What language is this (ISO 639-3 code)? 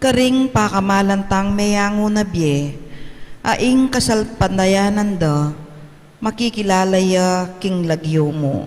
pam